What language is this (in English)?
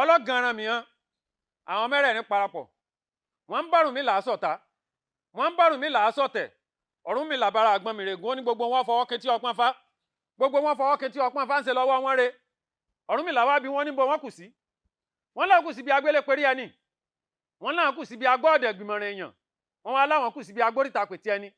Yoruba